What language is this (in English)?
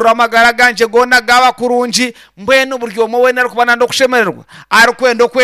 Nyankole